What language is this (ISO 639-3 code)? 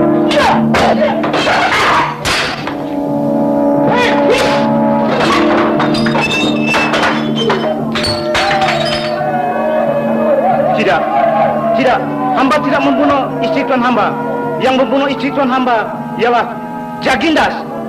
msa